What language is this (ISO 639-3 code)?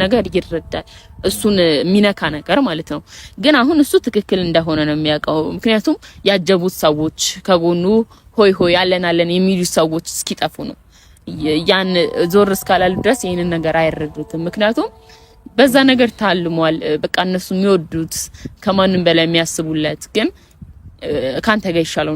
amh